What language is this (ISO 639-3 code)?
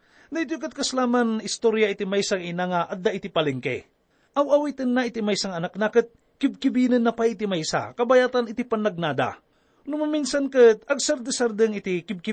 ilo